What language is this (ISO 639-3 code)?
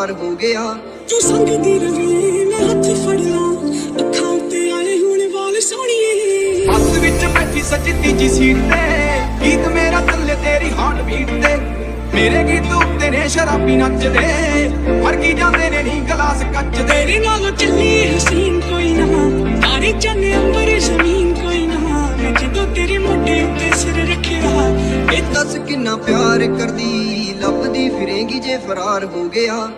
pan